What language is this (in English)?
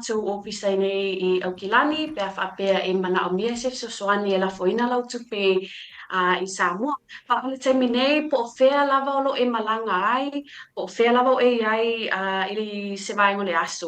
Samoan